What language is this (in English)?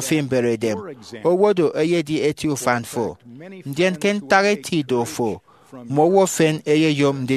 Efik